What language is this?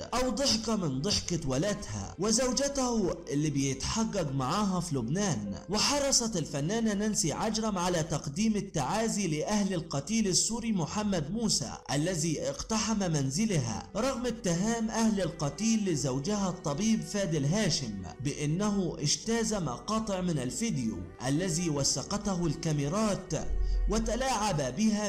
Arabic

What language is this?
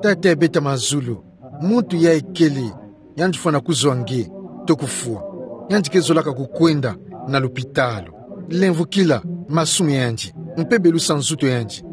Kituba (Democratic Republic of Congo)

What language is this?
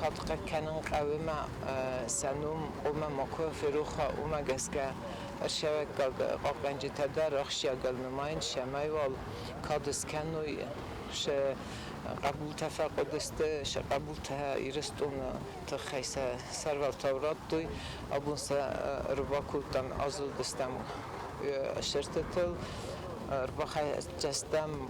Ossetic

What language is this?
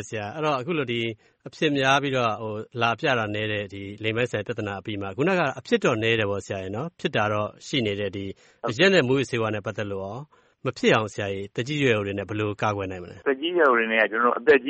Burmese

